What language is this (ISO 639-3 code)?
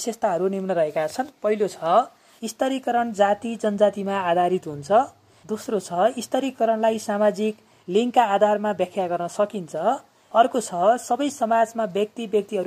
nep